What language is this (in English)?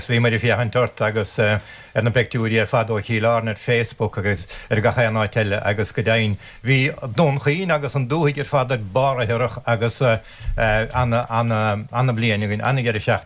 Irish